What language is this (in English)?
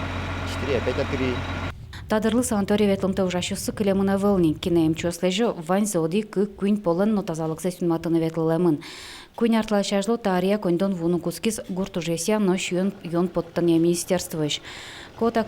Udmurt